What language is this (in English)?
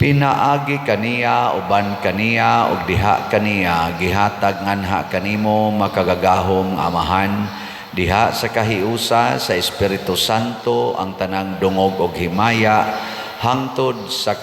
Cebuano